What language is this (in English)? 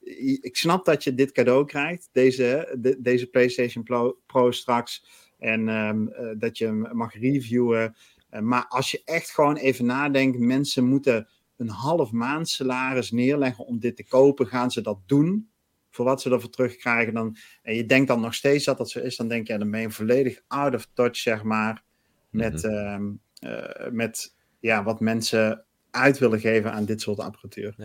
Dutch